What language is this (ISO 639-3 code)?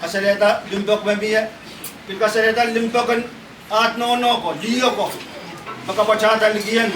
pon